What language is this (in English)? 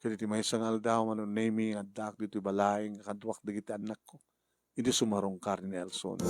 Iloko